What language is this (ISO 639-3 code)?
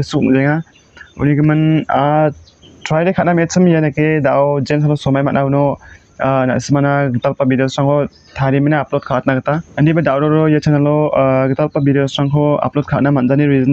grt